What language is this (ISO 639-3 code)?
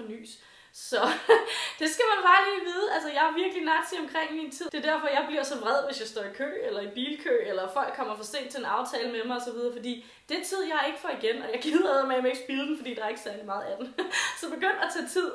dan